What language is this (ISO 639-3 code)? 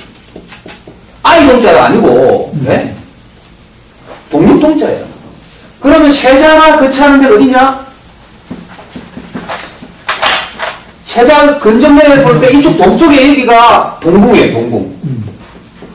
kor